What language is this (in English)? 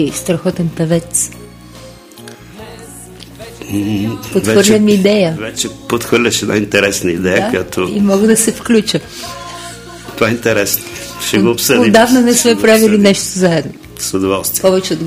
Bulgarian